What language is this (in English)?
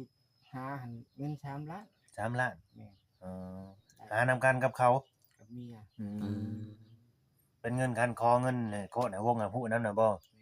Northeastern Thai